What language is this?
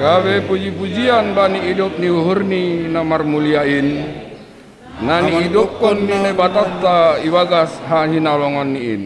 Batak Simalungun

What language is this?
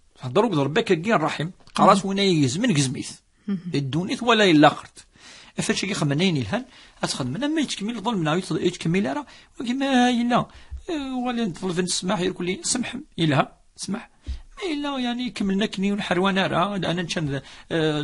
Kabyle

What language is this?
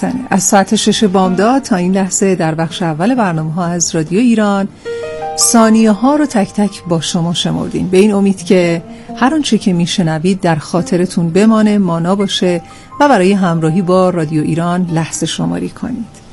Persian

